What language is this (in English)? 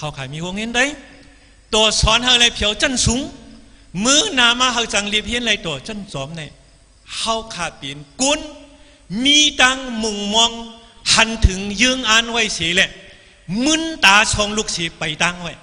Shan